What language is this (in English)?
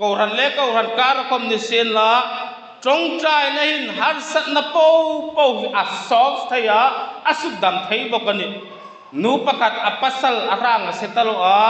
Hmar